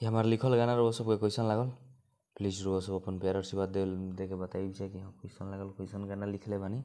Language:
Bhojpuri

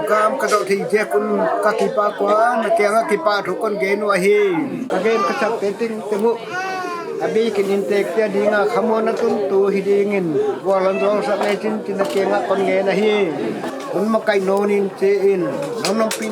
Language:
Paite Chin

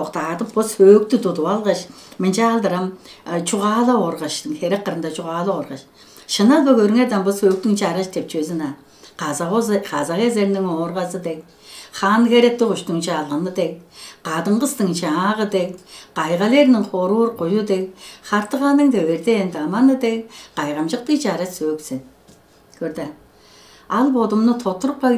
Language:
Tuvinian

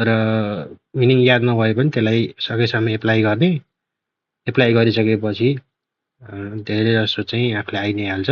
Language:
Nepali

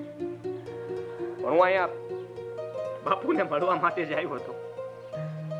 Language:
Gujarati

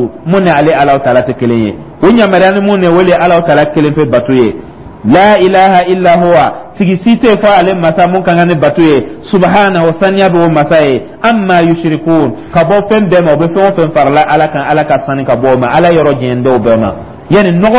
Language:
Dyula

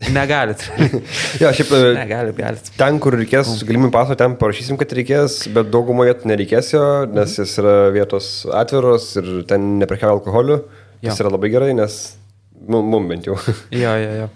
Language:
Lithuanian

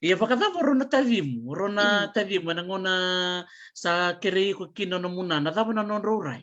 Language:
Fijian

